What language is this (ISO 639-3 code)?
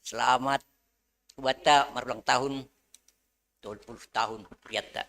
bts